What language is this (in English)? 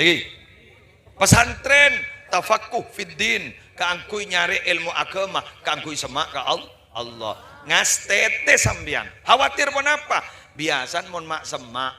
Madurese